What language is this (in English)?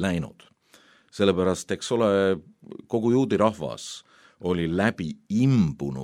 Estonian